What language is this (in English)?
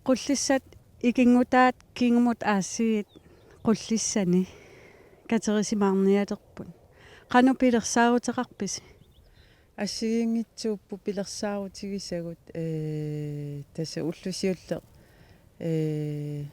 Kalaallisut